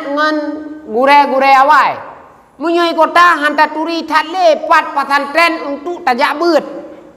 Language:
Achinese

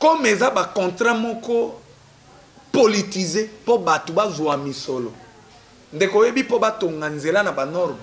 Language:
Lingala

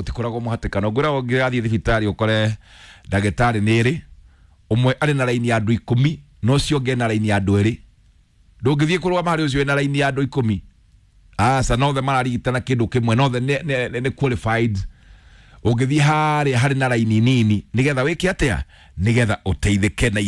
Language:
Kikuyu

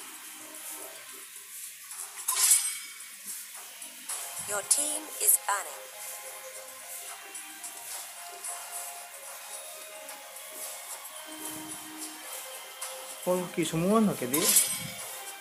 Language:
Indonesian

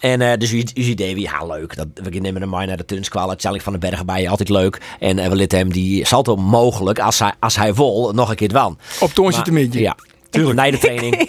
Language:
Western Frisian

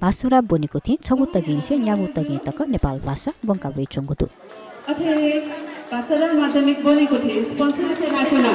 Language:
Newari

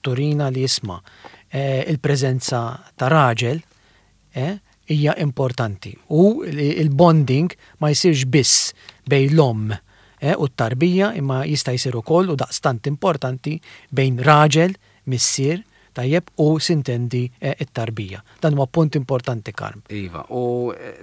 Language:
Maltese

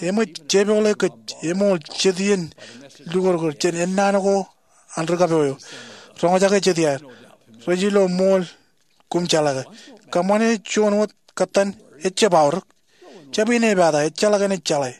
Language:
Marshallese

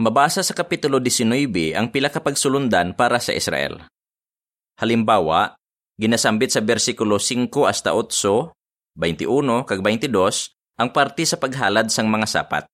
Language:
Hiligaynon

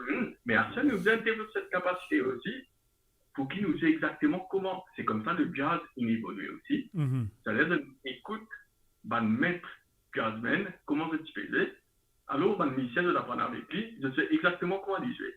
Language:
Morisyen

